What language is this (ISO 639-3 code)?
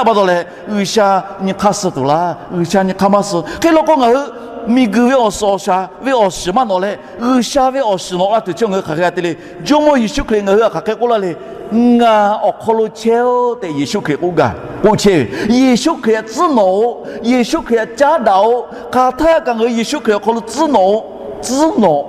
lhu